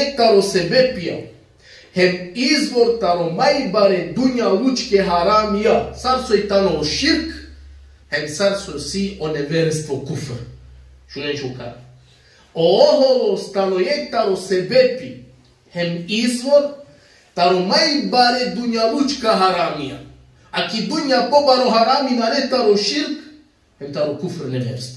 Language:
Balkan Romani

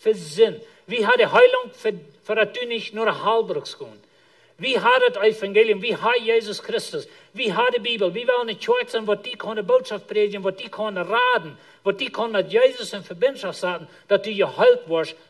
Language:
Plautdietsch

